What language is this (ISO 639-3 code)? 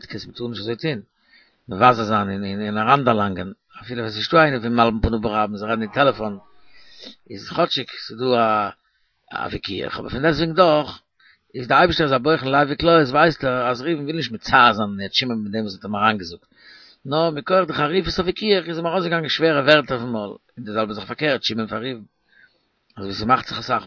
yid